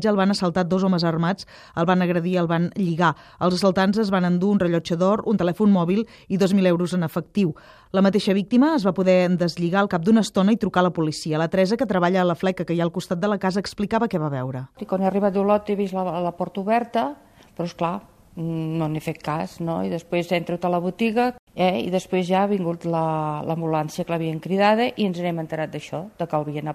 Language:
Catalan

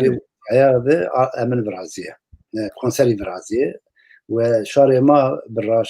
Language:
Zaza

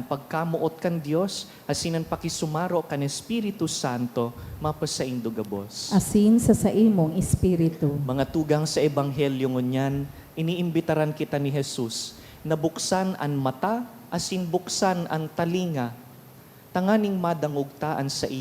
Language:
Bikol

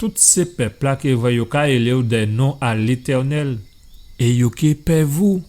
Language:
Guadeloupean Creole French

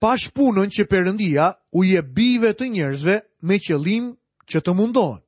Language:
Albanian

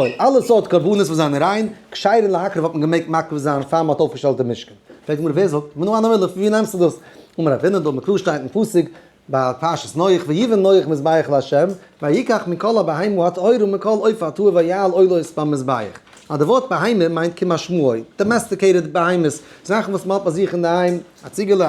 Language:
Yiddish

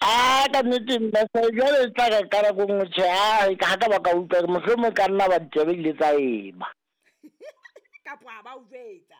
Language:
Southern Sotho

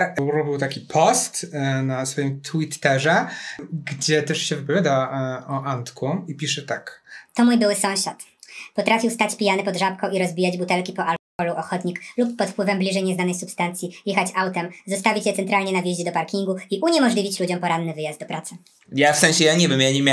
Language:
Polish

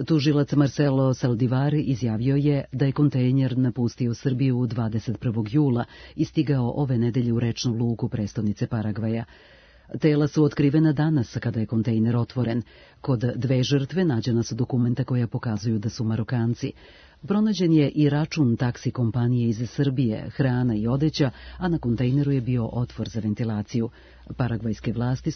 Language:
Serbian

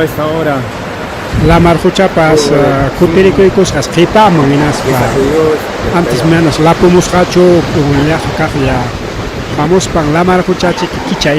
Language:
Ayacucho Quechua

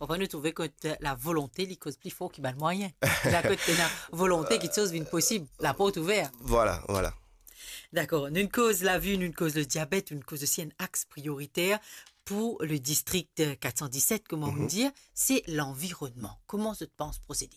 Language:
Morisyen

